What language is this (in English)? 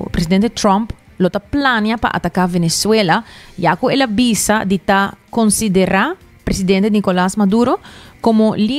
Papiamento